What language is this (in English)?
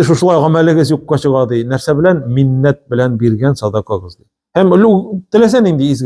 Tatar